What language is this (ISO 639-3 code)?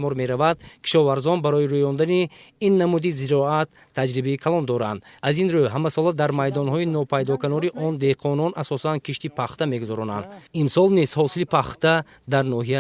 tgk